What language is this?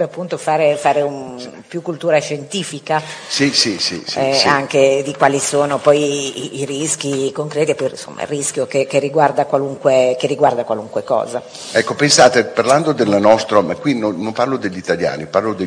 Italian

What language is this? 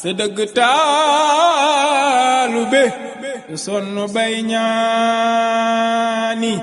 Wolof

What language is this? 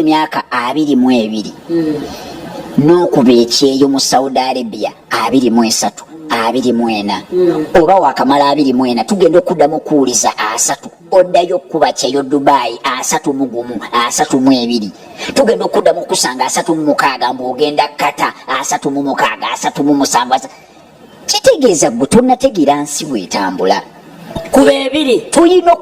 Ganda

